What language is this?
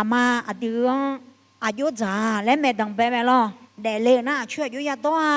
Akha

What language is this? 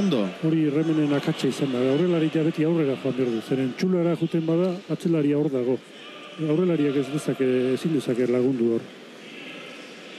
Basque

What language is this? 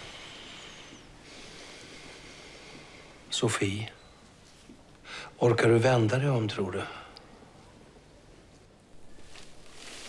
Swedish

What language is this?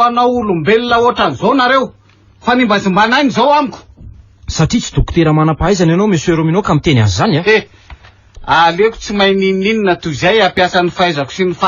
Malagasy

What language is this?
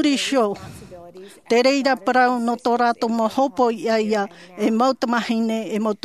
Tahitian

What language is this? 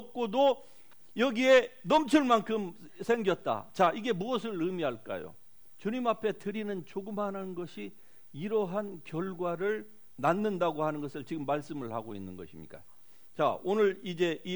Korean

